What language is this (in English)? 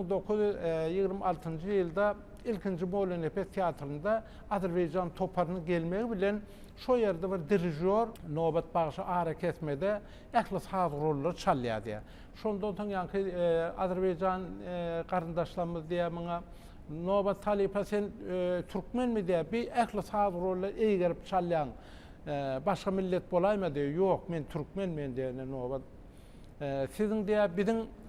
Turkmen